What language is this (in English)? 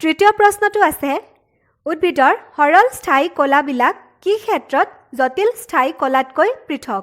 Assamese